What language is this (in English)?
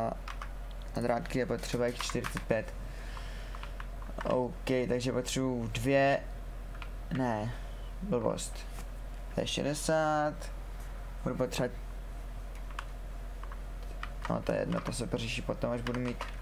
Czech